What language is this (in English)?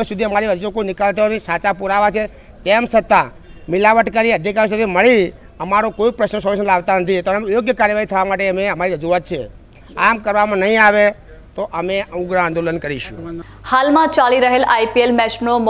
Gujarati